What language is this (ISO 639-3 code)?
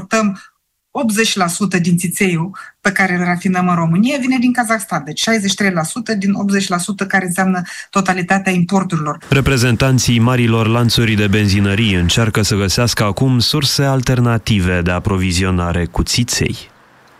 ron